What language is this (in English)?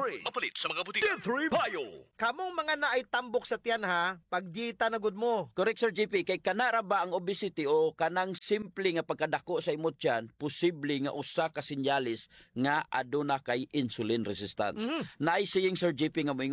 Cebuano